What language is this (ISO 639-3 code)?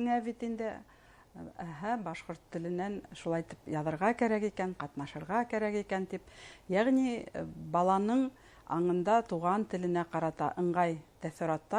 bak